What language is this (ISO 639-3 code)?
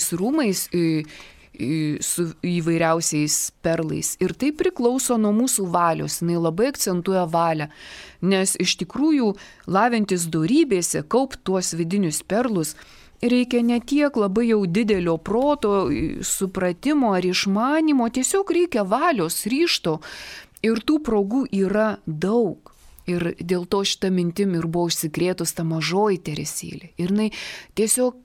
lit